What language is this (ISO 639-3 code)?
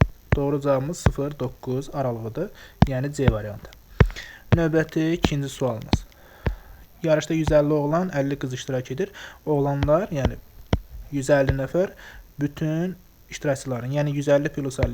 aze